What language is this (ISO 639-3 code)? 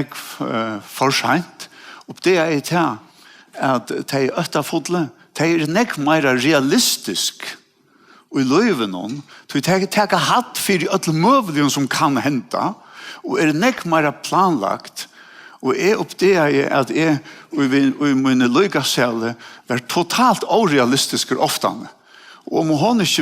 fao